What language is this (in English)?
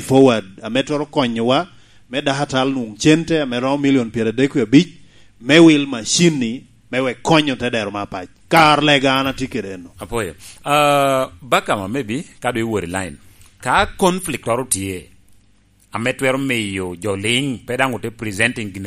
Lango (Uganda)